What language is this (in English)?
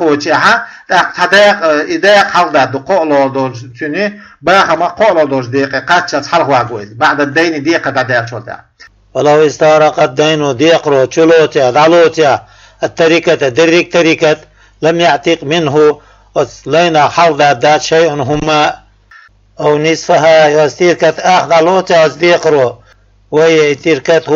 Chechen